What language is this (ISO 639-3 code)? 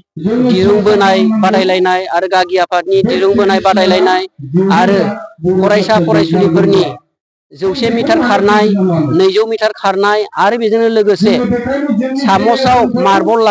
brx